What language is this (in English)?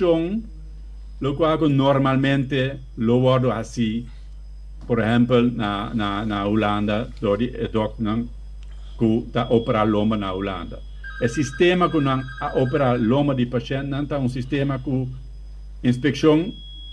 Papiamento